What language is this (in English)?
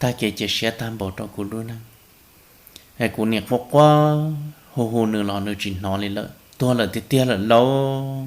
Hmong